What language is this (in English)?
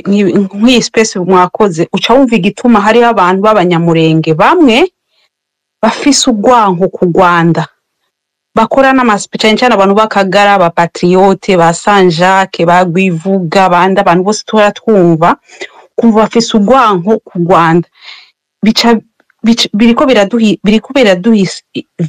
Kinyarwanda